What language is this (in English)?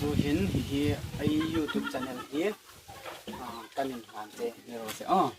Hmar